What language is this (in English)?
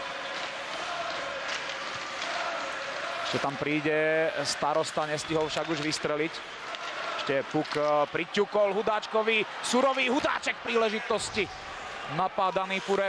Slovak